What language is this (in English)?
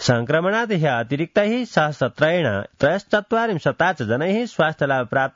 Sanskrit